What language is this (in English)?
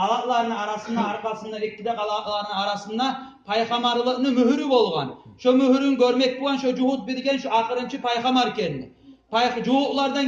Kumyk